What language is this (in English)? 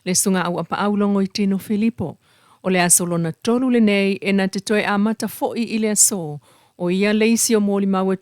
Samoan